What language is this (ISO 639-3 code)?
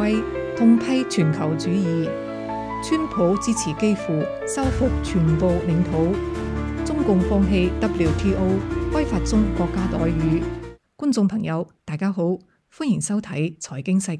yue